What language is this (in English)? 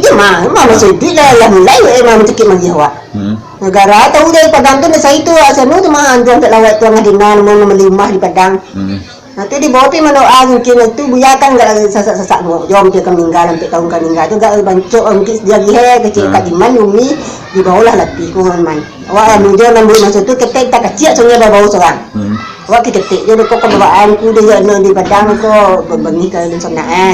Minangkabau